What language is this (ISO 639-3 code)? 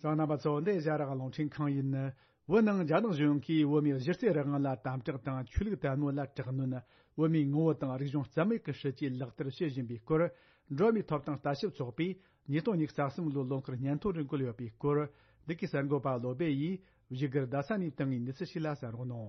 bod